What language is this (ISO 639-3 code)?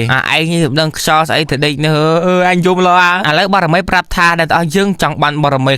khm